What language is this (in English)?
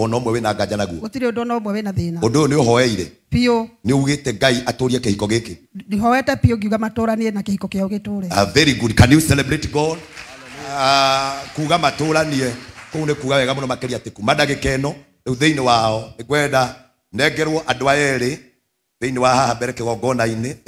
Kikuyu